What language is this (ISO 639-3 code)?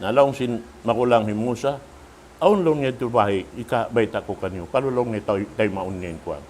tsg